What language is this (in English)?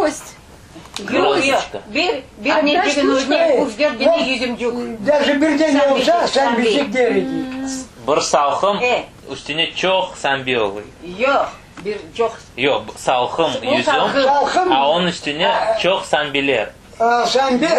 Crimean Tatar